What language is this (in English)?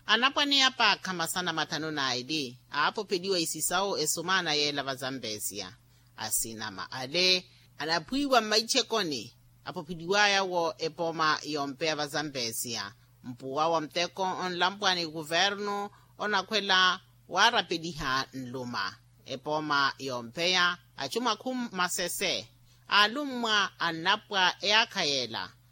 Makhuwa